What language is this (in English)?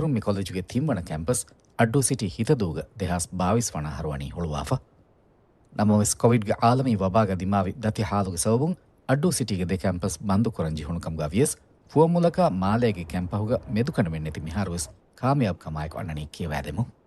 Divehi